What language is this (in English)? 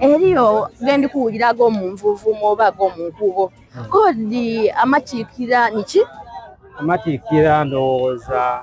Soga